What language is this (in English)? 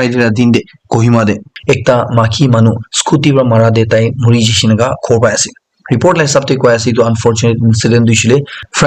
Naga Pidgin